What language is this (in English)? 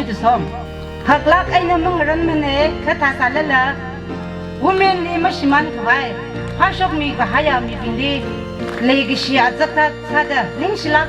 Tangkhul Naga (India)